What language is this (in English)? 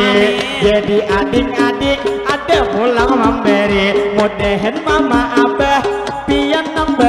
Banjar